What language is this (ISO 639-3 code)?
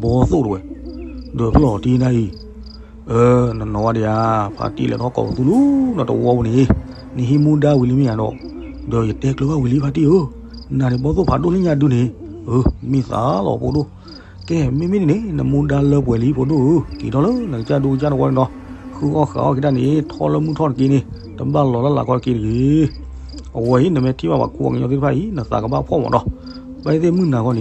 ksw